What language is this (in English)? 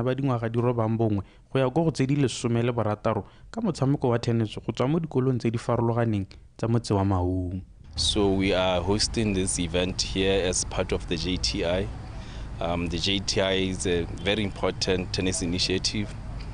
Tswana